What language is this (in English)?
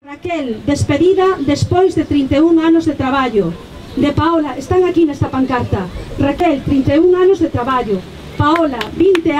Galician